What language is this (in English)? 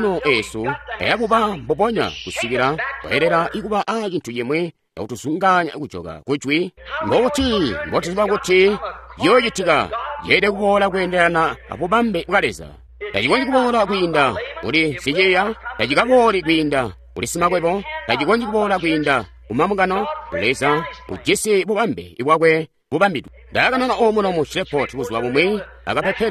Tonga (Zambia)